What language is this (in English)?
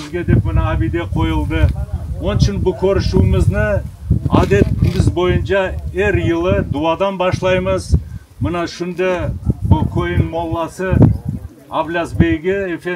Crimean Tatar